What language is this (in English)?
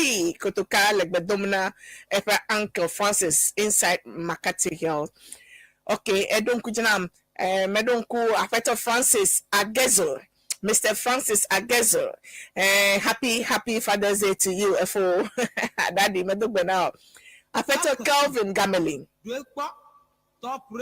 Ewe